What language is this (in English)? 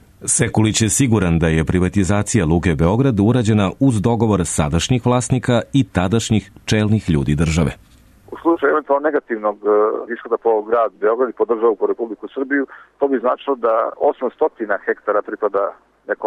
Serbian